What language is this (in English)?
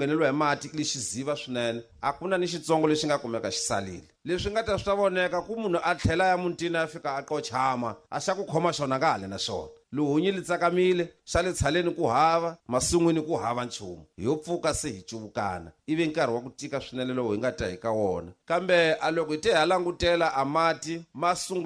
Tsonga